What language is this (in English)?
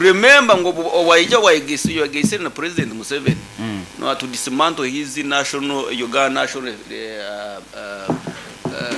Nyoro